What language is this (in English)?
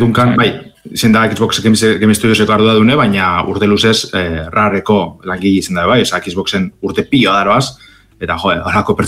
Basque